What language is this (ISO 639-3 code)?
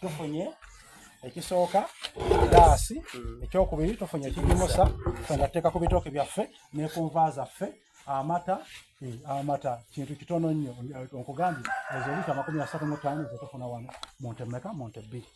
xog